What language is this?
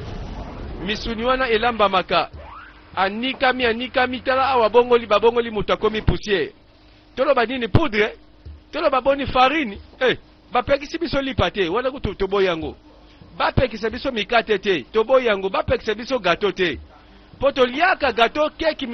Lingala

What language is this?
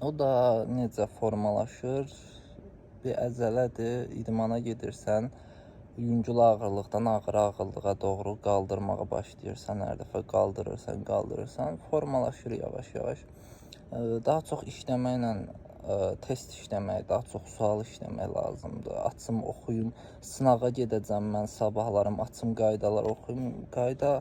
Azerbaijani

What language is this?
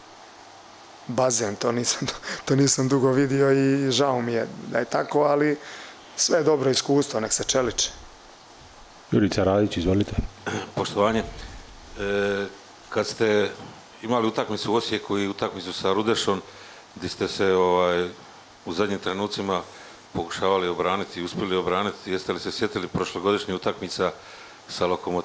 Croatian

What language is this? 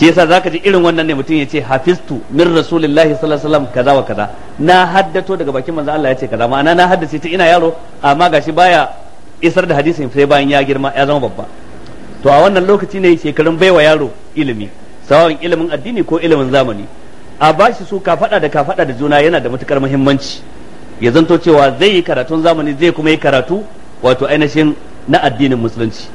Hausa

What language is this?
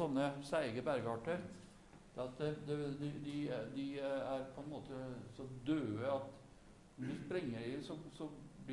Norwegian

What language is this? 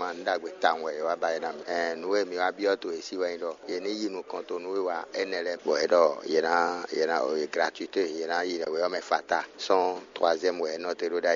Fon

